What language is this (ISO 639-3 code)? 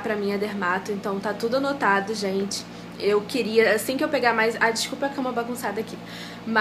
por